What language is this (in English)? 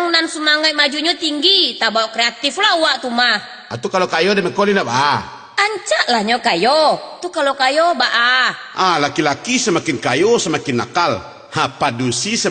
Minangkabau